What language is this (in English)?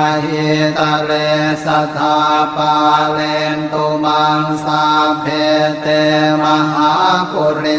Pali